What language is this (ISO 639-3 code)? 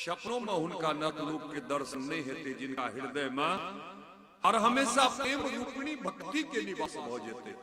mai